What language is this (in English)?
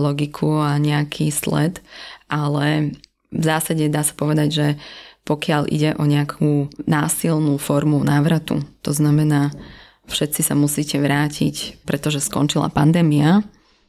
Slovak